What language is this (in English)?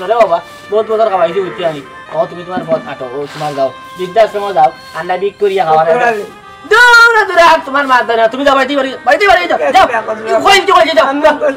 Sylheti